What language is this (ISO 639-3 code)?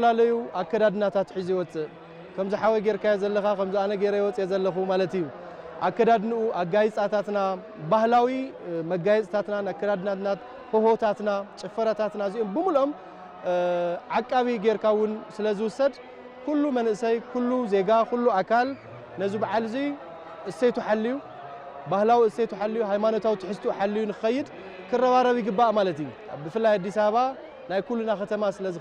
tir